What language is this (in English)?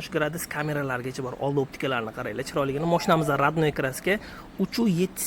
Uzbek